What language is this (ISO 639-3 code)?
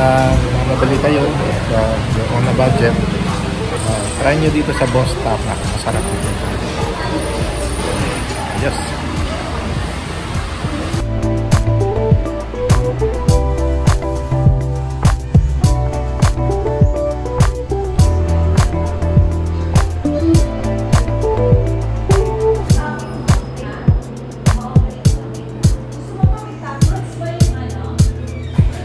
fil